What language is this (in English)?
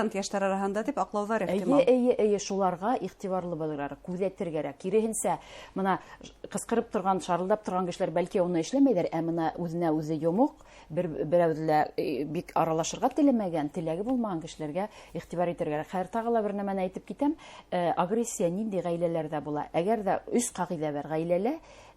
Bashkir